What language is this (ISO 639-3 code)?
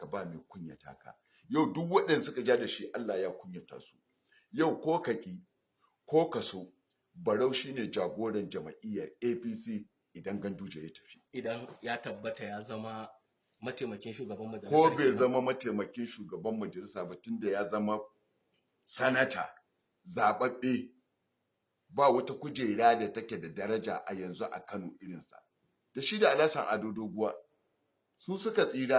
hau